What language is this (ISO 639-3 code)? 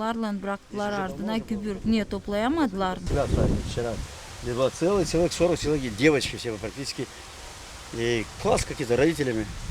gag